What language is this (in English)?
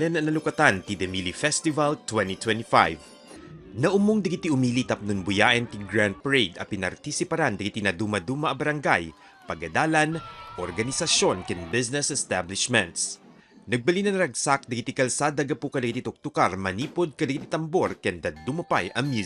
Iloko